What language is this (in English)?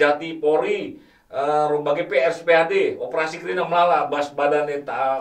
Batak Karo